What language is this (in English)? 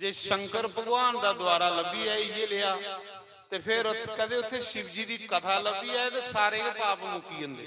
Dogri